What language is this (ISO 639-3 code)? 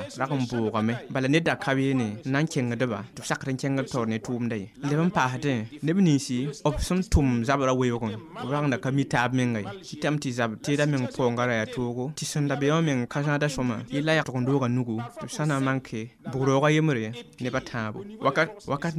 mos